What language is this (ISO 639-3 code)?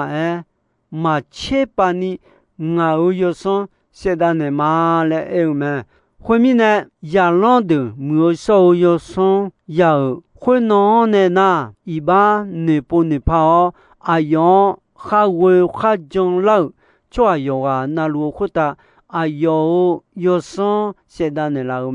ahk